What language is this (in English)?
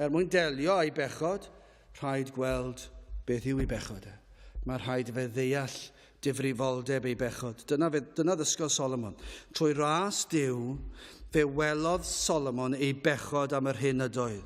Welsh